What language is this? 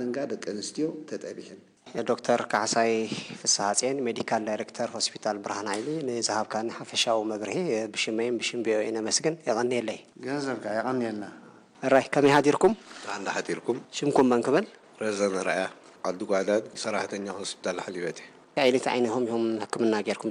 Tigrinya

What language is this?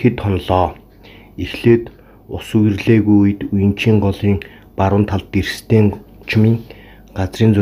Mongolian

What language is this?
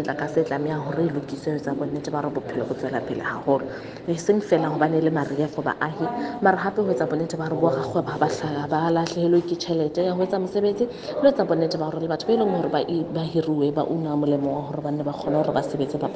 Southern Sotho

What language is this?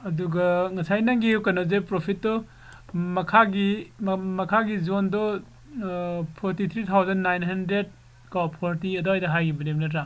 Manipuri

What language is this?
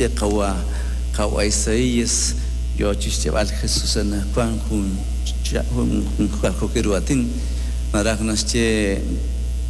Kekchí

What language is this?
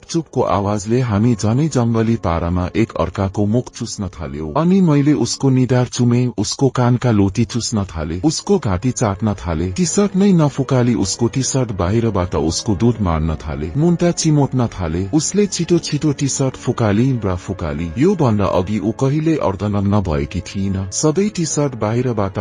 Nepali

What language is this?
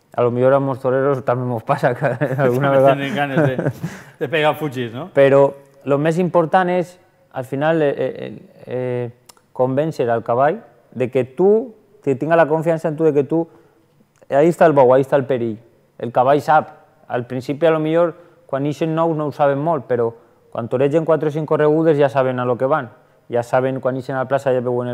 Catalan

